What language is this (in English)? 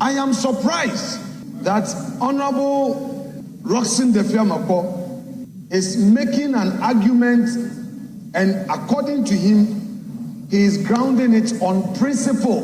Akan